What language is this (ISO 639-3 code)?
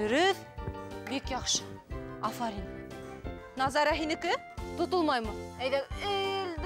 bak